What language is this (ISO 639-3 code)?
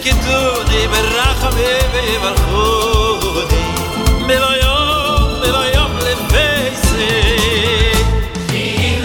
heb